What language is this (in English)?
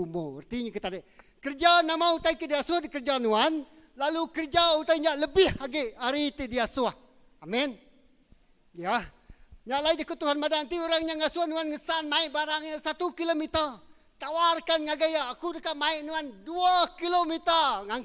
Iban